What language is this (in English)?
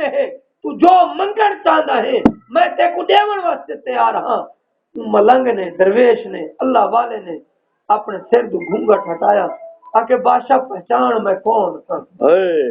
Saraiki